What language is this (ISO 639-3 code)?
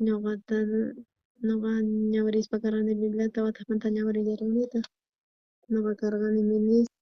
quh